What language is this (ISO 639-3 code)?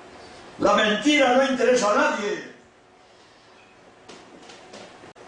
spa